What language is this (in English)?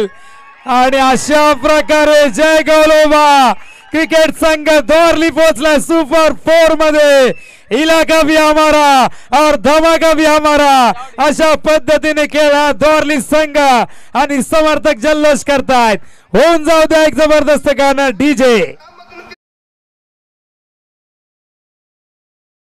Marathi